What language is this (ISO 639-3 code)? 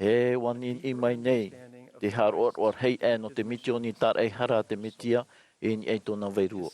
tah